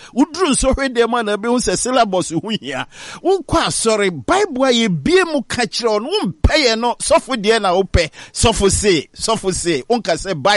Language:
Akan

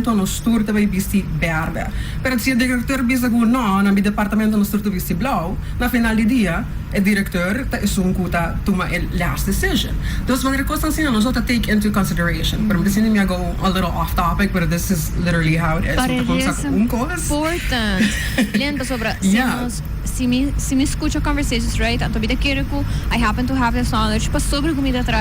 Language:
Papiamento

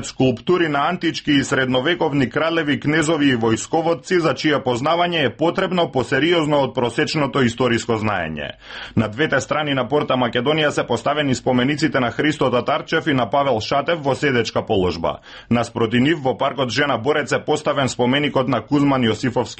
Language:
Macedonian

